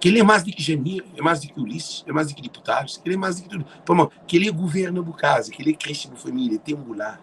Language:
Kabuverdianu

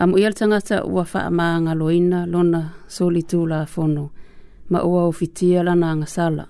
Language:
Samoan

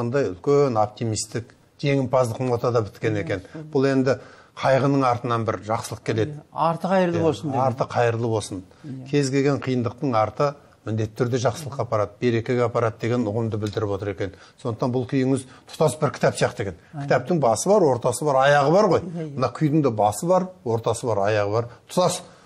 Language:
Kazakh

